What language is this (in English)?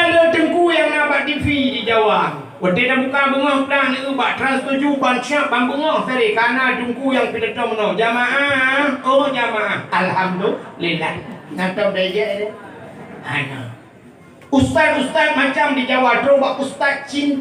Achinese